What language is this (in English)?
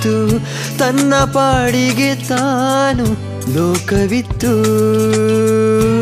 Kannada